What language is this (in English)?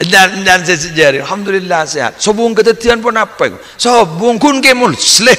Madurese